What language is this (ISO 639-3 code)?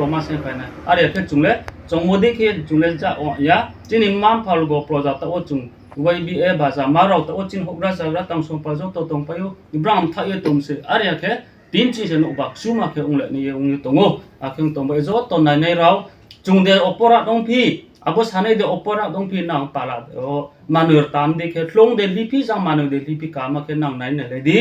ria